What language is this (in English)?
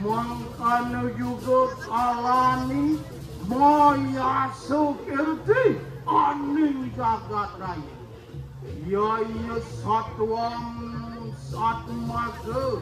Balinese